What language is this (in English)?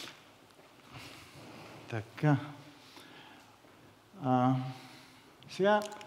Bulgarian